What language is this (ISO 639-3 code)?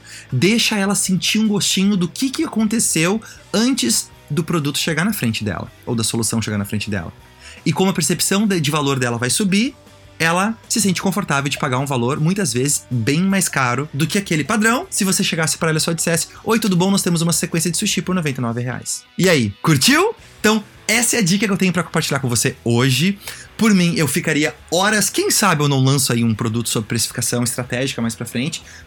por